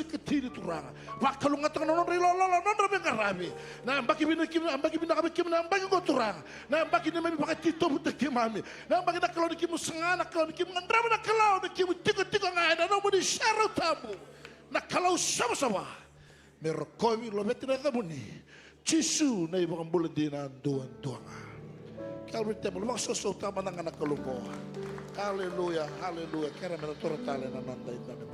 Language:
Fijian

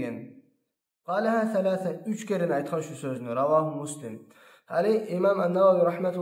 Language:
Kumyk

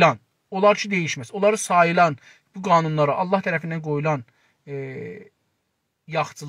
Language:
South Azerbaijani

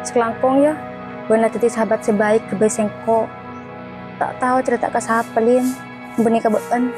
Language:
Madurese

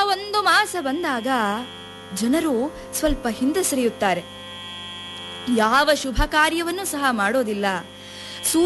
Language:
Kannada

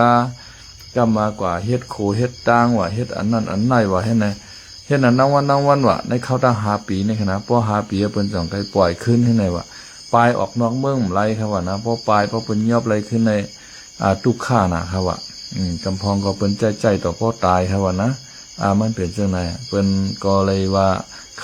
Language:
Shan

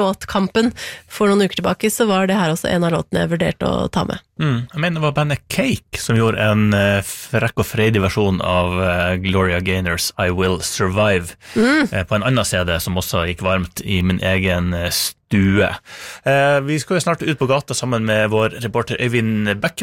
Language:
Norwegian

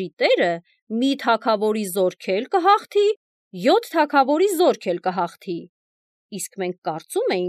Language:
Armenian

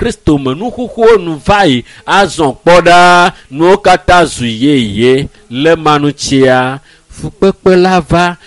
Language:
Ewe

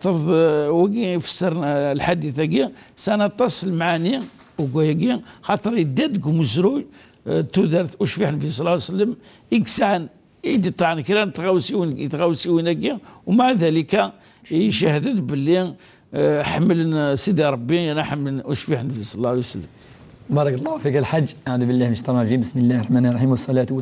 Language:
Kabyle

